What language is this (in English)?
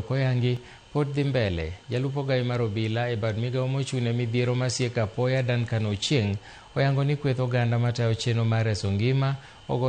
Luo (Kenya and Tanzania)